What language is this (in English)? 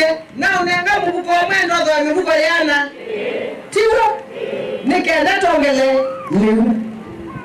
Kamba